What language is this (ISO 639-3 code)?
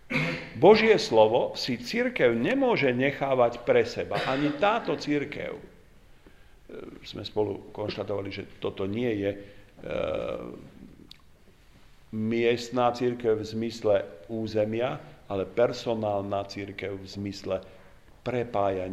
slk